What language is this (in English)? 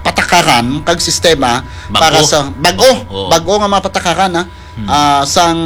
Hiligaynon